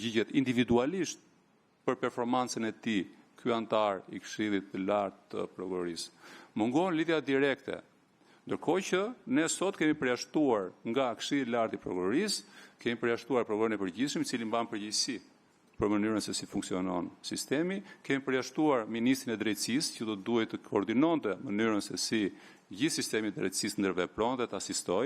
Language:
Albanian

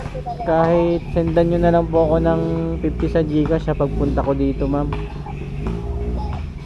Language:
Filipino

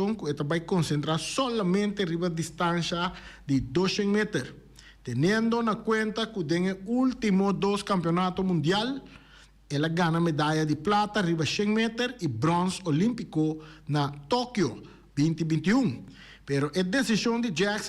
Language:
Papiamento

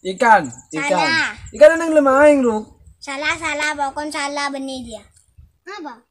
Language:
Madurese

